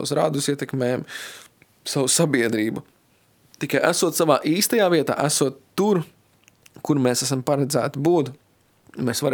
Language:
Latvian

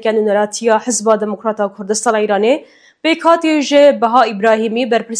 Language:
Kurdish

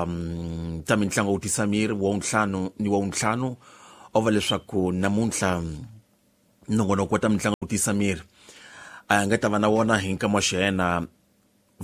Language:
Tsonga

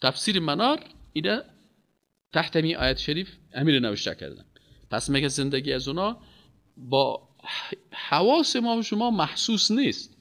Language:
Persian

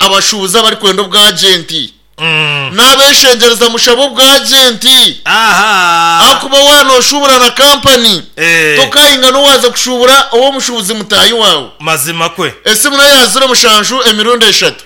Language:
Nyankole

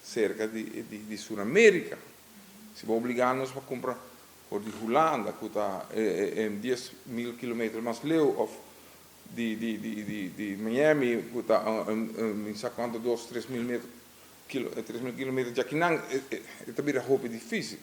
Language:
Papiamento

